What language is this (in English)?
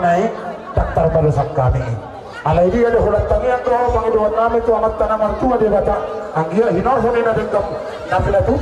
Batak Toba